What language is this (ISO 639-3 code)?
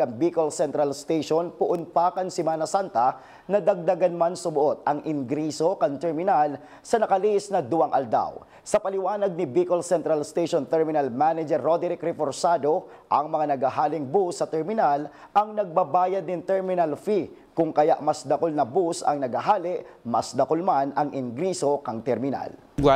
bik